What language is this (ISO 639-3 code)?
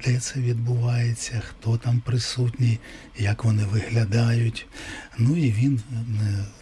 ukr